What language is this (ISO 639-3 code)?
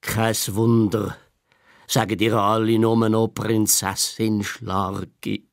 gsw